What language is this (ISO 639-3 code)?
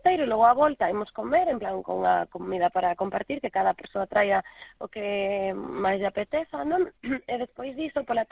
glg